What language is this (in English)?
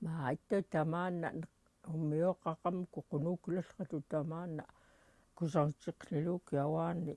Central Yupik